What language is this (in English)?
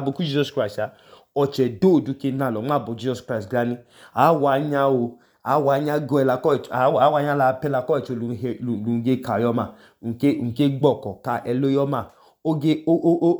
Idoma